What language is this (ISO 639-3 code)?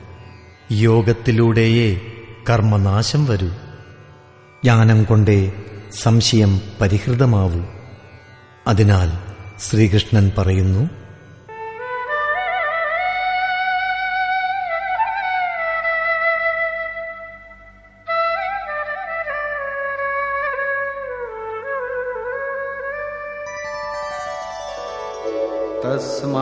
mal